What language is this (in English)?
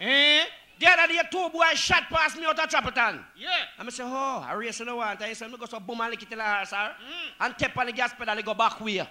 Jamaican Creole English